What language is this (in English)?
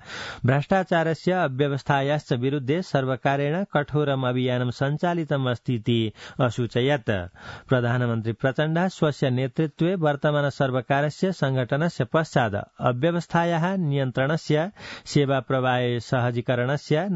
Sanskrit